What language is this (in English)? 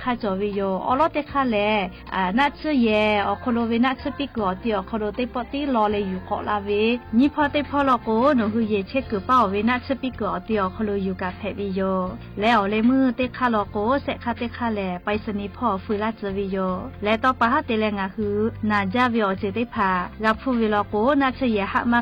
Lahu